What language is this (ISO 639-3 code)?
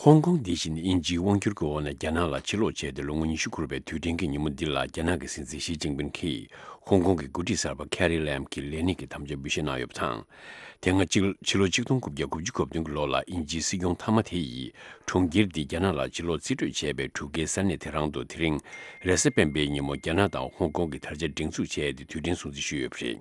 bod